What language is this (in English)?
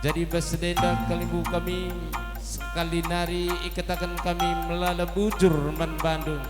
Batak Karo